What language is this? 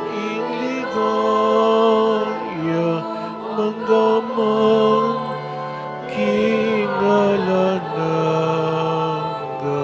Pampanga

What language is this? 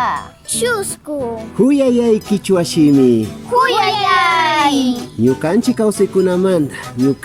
Imbabura Highland Quichua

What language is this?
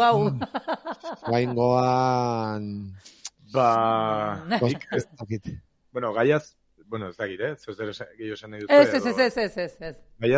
Basque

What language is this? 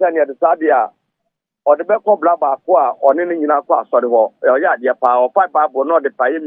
Akan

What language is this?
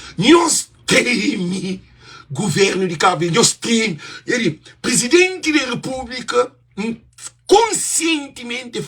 Kabuverdianu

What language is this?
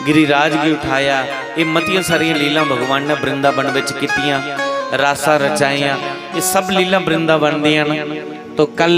Dogri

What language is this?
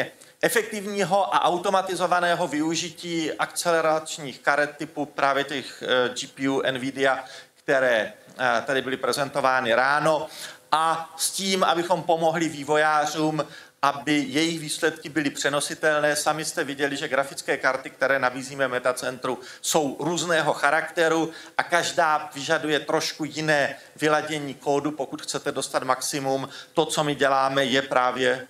Czech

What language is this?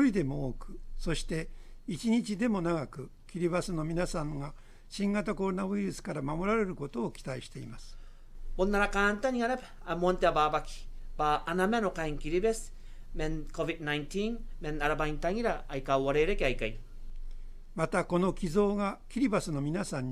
Gilbertese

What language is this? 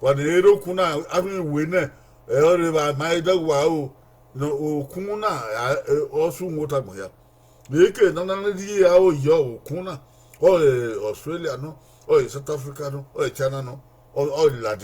Bini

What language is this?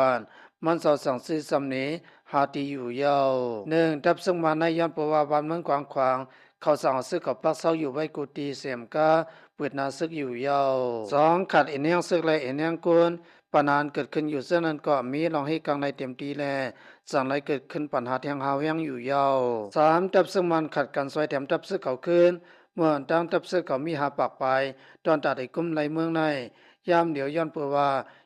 Shan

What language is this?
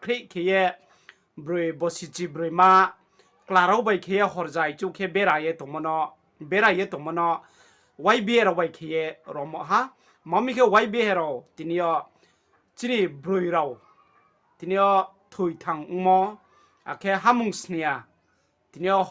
Riang (India)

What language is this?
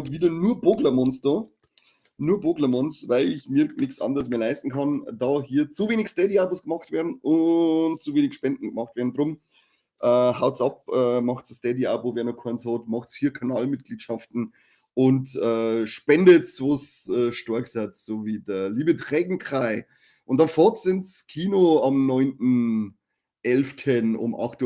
Bavarian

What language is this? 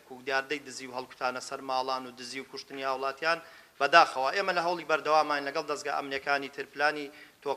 Central Kurdish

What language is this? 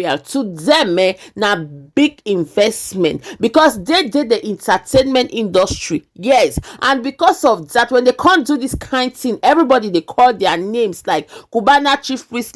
Nigerian Pidgin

